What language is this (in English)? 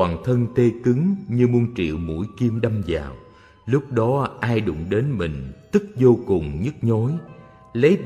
Vietnamese